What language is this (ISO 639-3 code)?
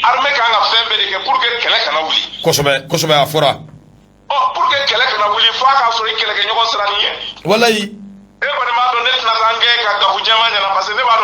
bam